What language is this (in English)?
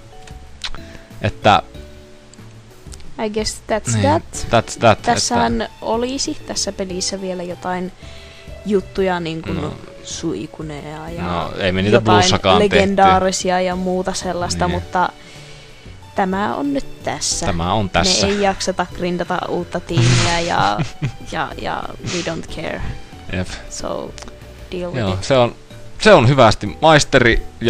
Finnish